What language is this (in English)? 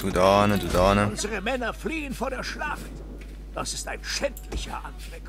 Swiss German